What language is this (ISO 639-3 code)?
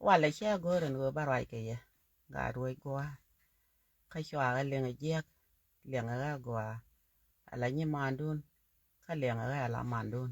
nus